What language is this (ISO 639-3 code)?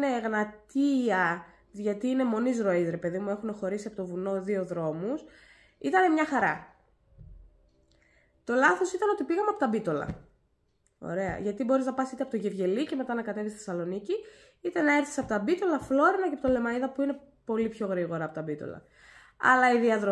ell